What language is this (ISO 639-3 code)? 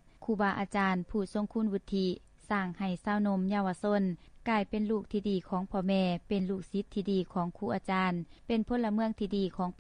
lao